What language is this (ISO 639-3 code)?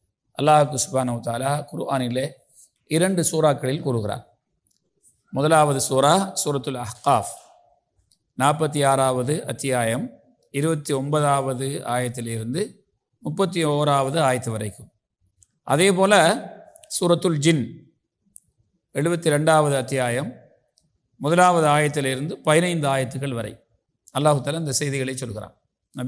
tam